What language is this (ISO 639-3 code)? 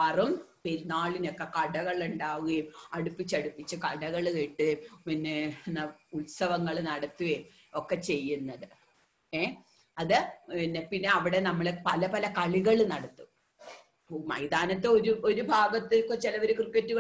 mal